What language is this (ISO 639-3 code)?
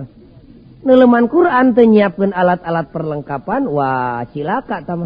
sun